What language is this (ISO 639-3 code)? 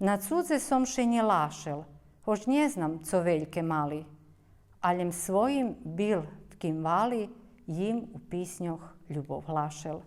rue